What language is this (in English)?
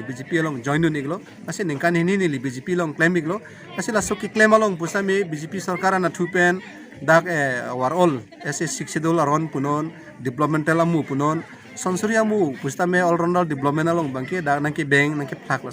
Karbi